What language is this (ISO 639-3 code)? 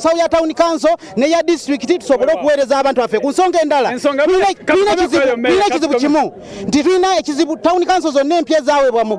lug